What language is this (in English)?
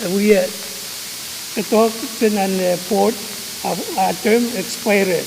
Pohnpeian